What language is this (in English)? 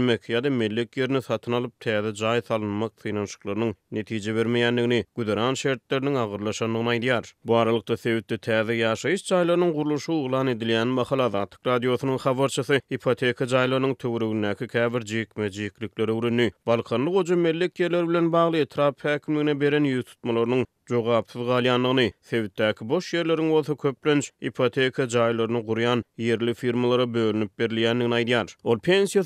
Turkmen